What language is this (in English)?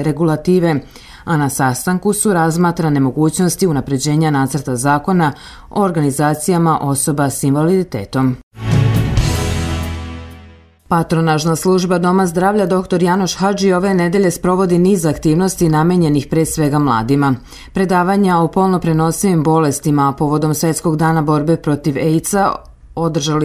Serbian